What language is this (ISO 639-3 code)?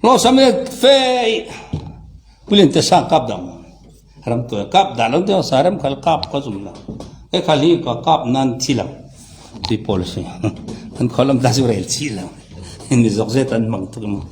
cfm